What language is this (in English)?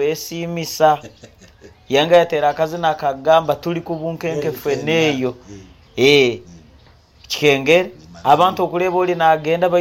Nyoro